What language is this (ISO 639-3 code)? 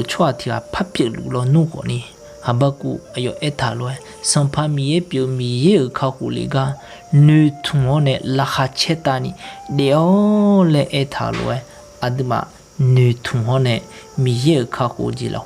ahk